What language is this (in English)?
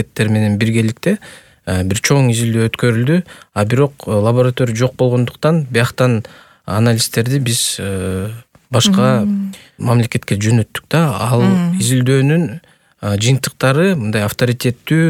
Kyrgyz